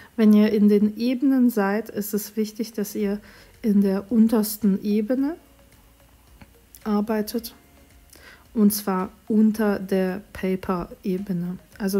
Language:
German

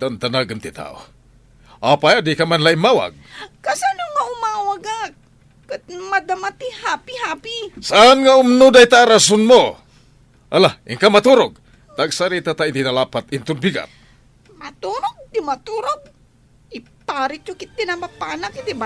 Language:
Iloko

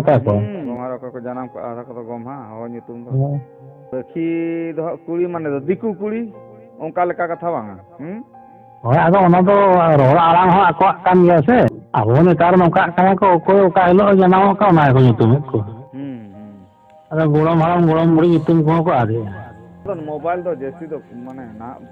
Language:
Santali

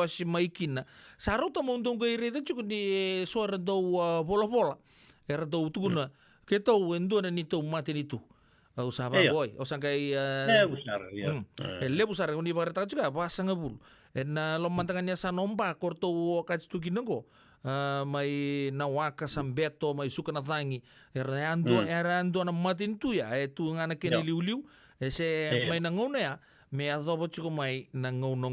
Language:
Fijian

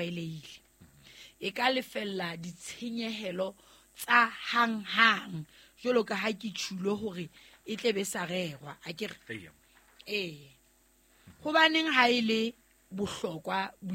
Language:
Southern Sotho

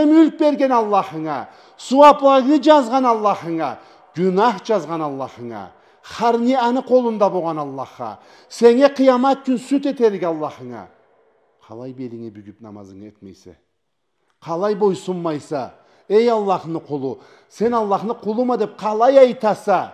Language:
Karachay-Balkar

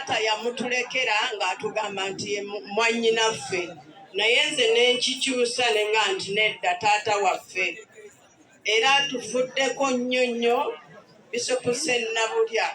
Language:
Ganda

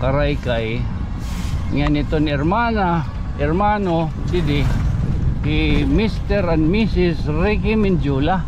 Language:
Waray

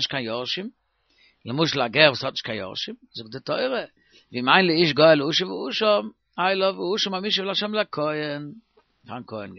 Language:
Yiddish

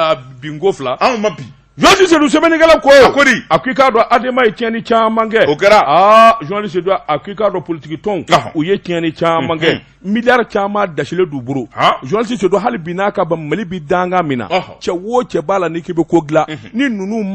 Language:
Bambara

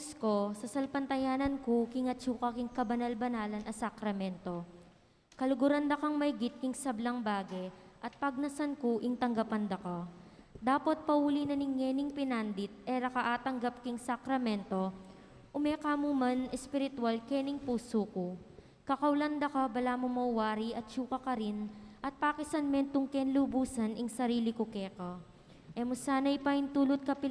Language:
Pampanga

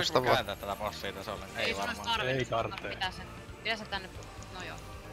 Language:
Finnish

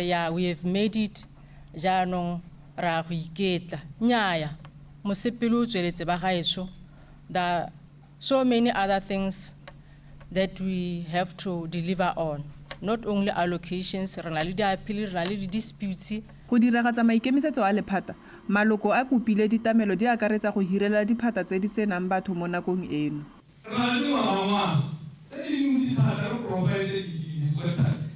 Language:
Tswana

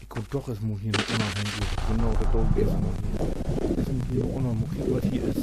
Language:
Low German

